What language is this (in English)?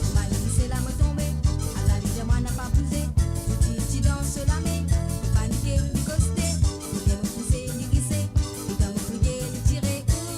Morisyen